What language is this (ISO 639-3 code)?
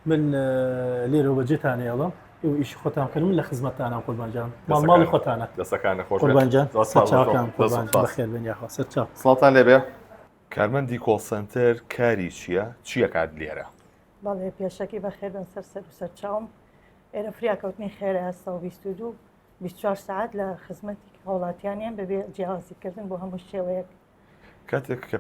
ckb